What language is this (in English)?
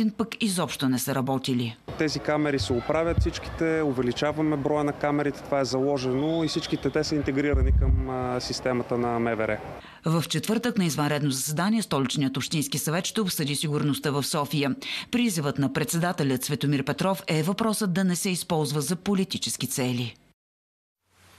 Bulgarian